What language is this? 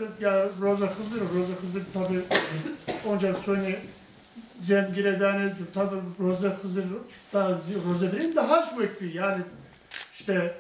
Zaza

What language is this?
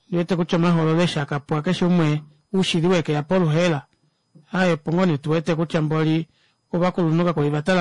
Kuanyama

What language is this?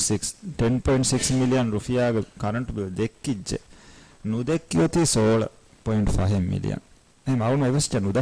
Divehi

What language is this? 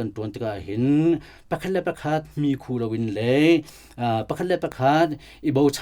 Hakha Chin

